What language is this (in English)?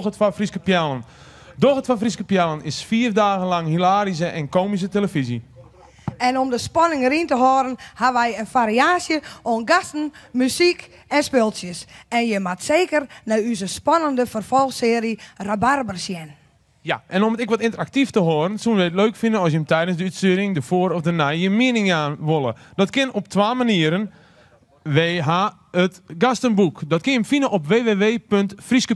Western Frisian